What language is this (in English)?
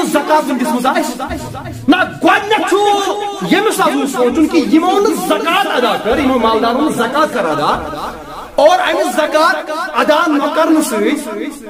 Kashmiri